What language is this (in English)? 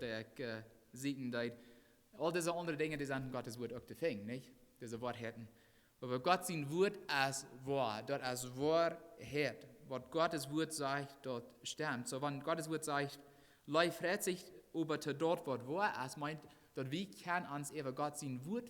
Plautdietsch